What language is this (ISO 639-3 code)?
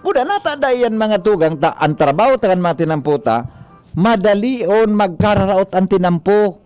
bik